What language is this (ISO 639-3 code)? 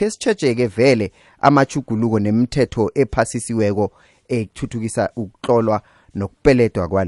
nbl